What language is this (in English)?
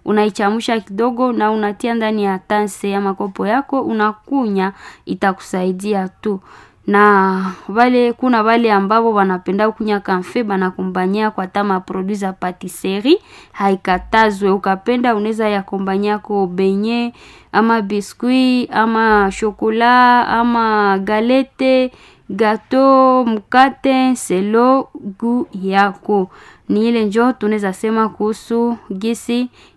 Swahili